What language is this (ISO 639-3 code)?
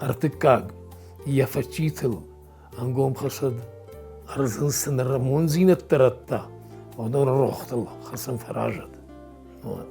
oss